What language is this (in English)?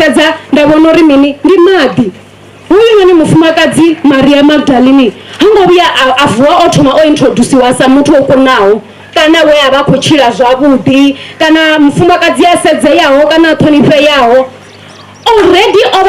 Venda